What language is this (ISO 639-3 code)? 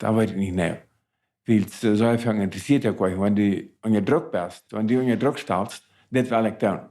pdt